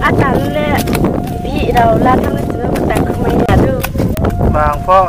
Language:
Riang (India)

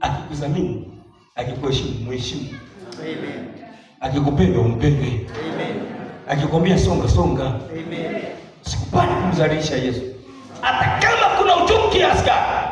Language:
Swahili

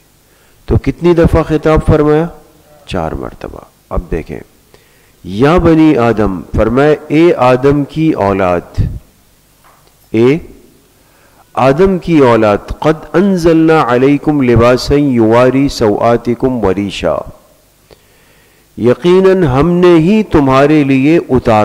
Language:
Urdu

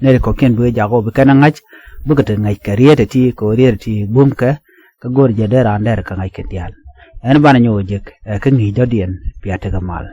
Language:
Nuer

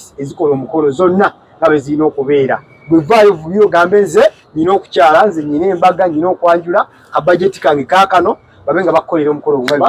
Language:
Ganda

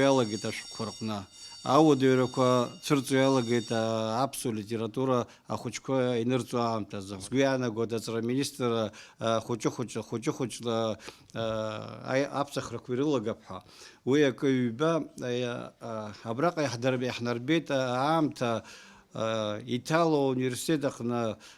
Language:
Abkhazian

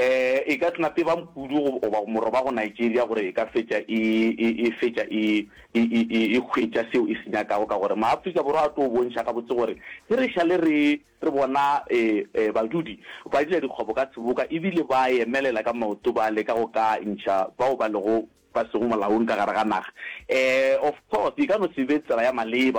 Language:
Northern Sotho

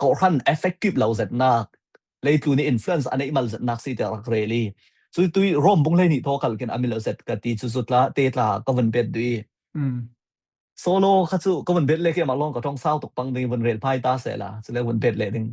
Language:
Falam Chin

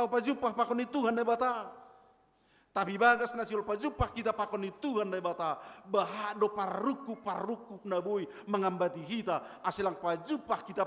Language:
Batak Simalungun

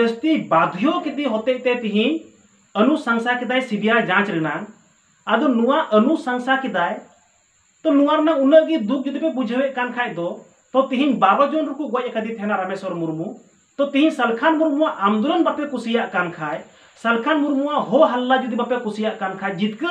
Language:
Santali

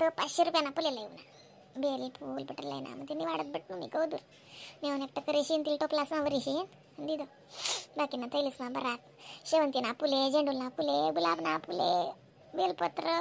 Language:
Khandesi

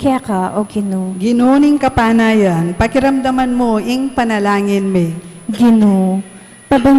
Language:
Pampanga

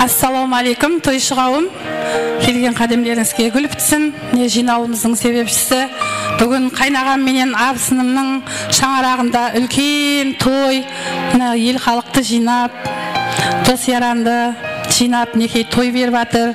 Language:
Kara-Kalpak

